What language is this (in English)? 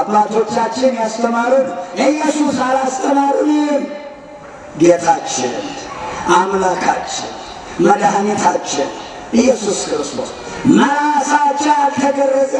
Amharic